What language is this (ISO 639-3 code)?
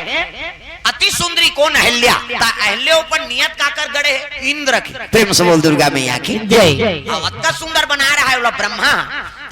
hne